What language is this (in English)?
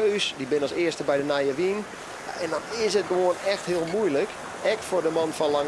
Western Frisian